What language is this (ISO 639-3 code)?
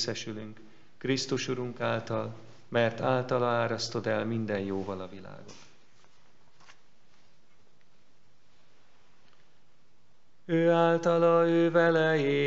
hun